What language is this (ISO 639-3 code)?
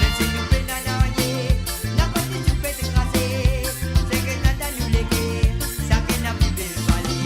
mfe